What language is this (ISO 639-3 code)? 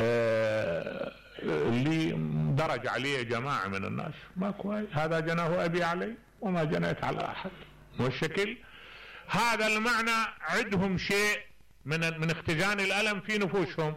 acm